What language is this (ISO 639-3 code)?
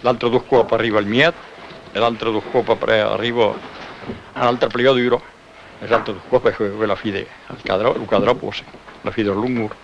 oci